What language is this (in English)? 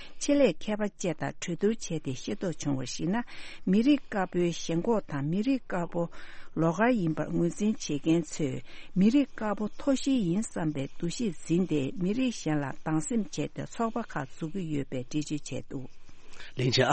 Tibetan